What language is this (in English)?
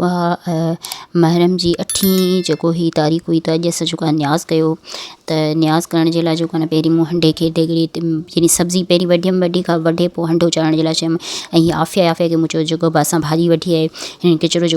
Sindhi